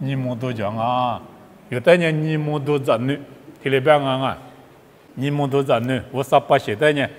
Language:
Lisu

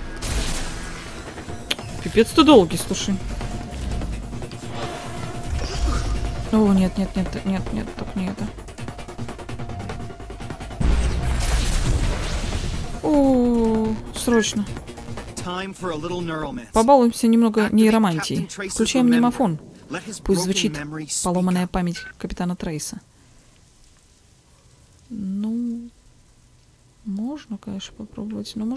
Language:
Russian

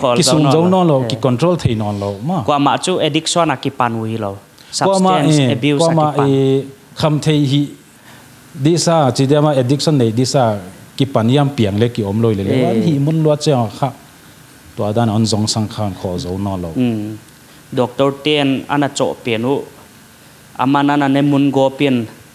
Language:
Paite Chin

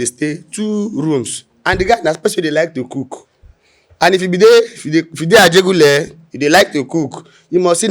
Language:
Nigerian Pidgin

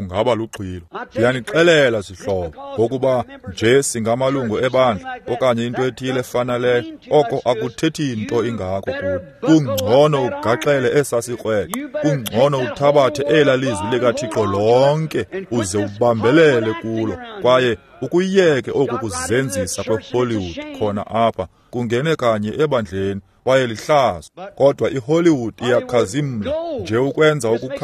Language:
Xhosa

